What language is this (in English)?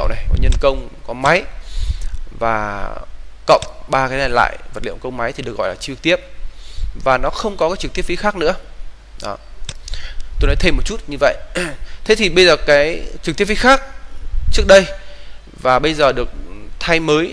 Vietnamese